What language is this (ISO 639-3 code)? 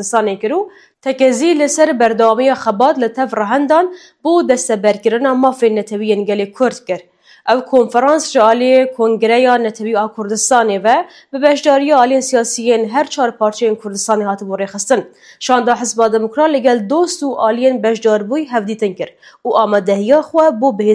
kur